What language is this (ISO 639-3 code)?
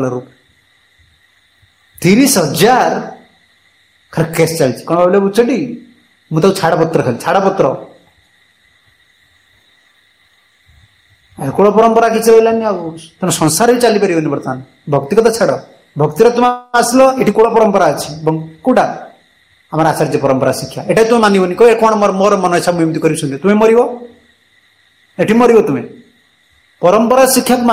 ori